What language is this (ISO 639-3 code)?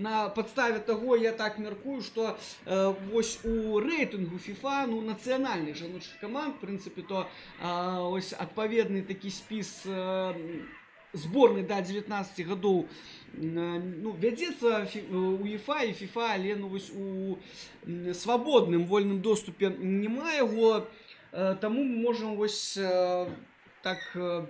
bel